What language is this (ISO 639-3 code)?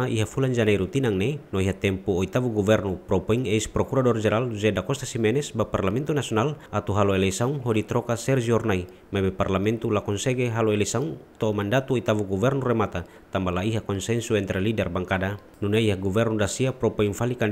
tet